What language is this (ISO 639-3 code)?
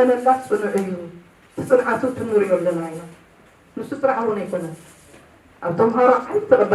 tir